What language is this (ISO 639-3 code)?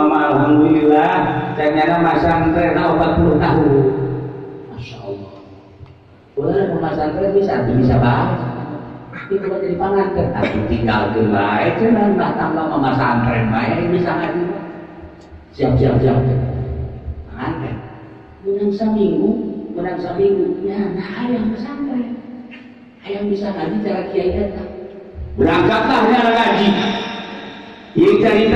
sun